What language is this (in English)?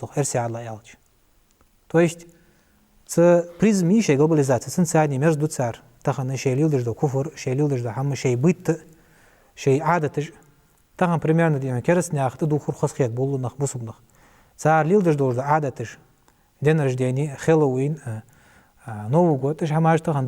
Ingush